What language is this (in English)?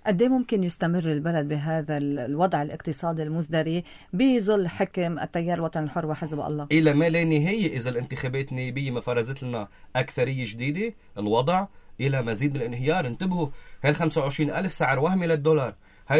North Levantine Arabic